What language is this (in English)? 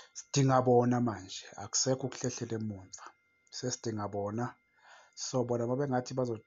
Zulu